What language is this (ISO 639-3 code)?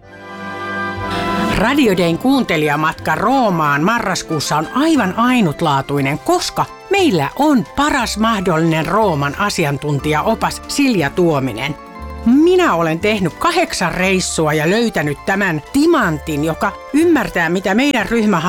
fin